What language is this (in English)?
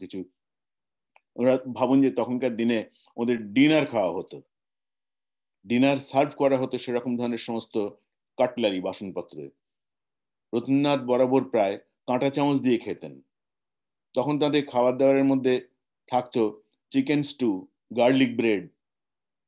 Bangla